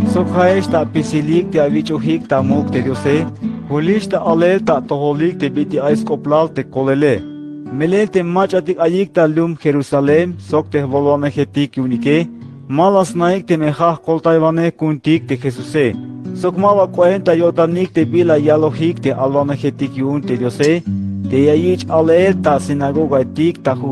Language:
Tzeltal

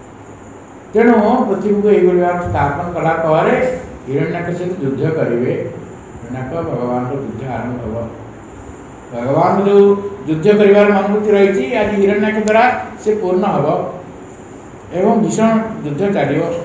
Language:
Odia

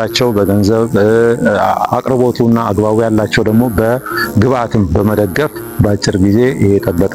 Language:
Amharic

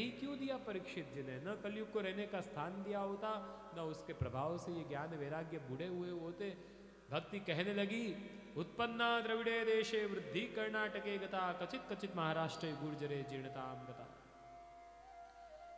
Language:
Hindi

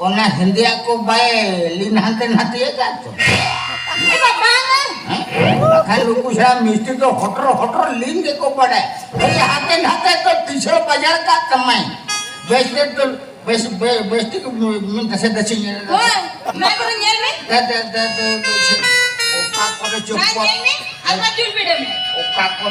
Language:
Santali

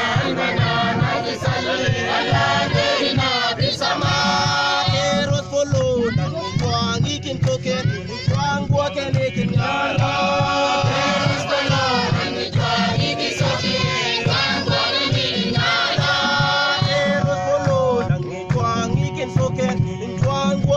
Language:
Mabaan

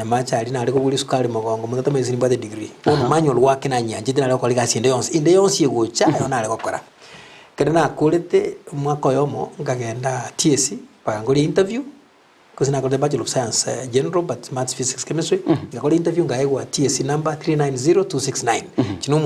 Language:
Gusii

